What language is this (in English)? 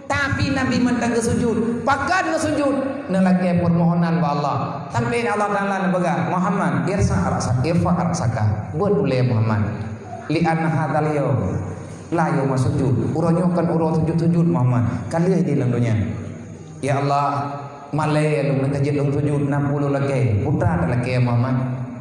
Achinese